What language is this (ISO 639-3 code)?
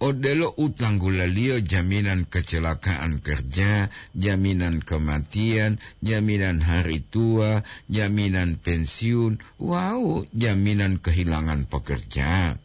gor